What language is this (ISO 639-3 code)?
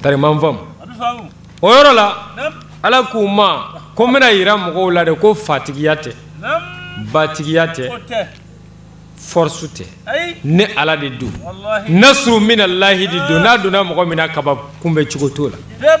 bam